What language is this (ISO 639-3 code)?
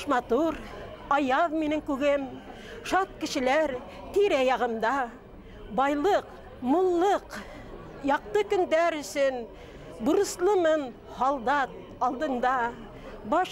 bak